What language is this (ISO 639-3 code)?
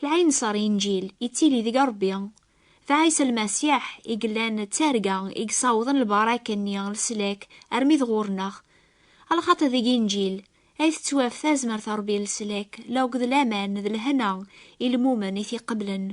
kab